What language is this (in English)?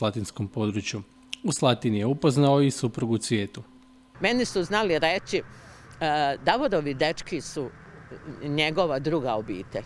Croatian